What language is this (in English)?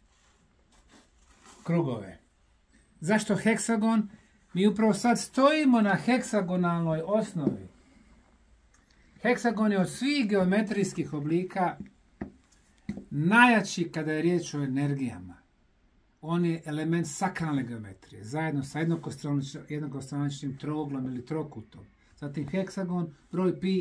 Bosnian